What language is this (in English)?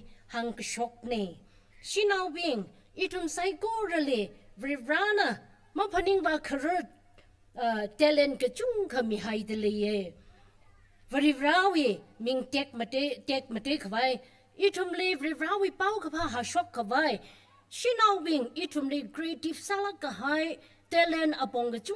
Tangkhul Naga (India)